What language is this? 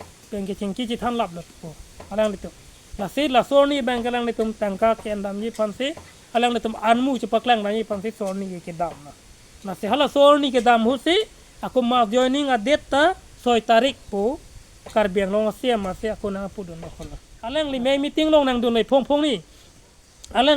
Karbi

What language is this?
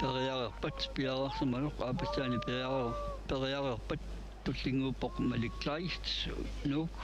Kalaallisut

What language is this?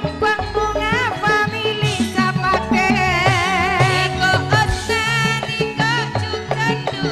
Madurese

